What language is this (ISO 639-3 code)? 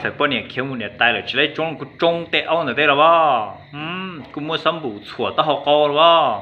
hmn